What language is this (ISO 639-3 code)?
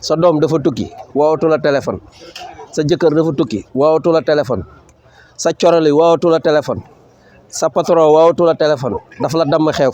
wol